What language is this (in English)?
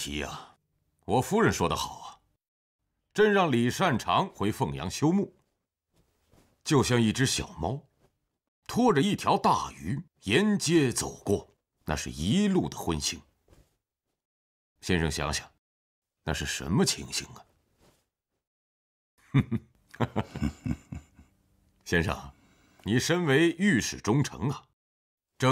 Chinese